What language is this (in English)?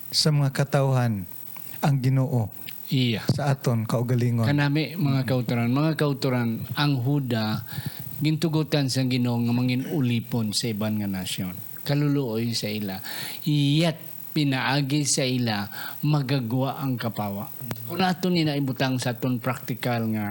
Hiligaynon